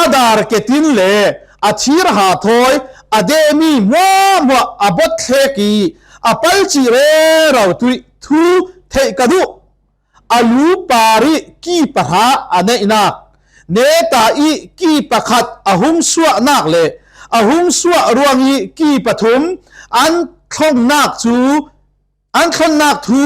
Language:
Falam Chin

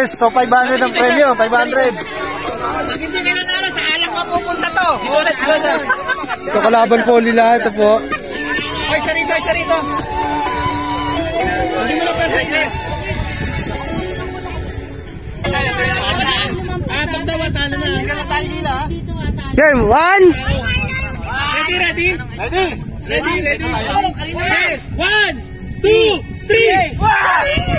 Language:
Filipino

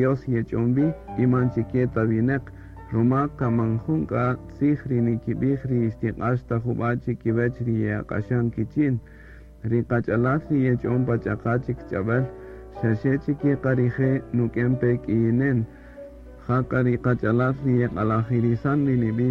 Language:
Kaqchikel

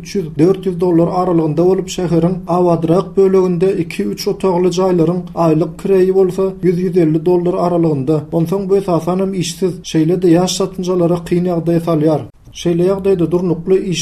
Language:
Turkmen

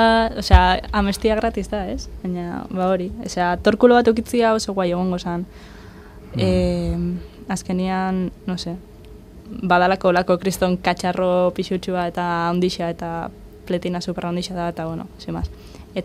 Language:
Basque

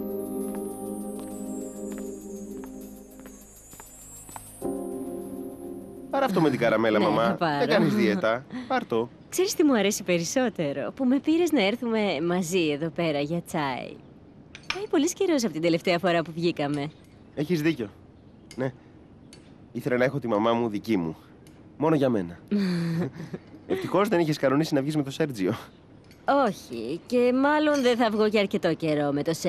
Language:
Greek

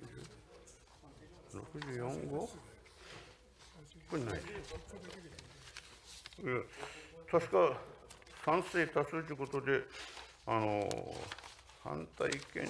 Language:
Japanese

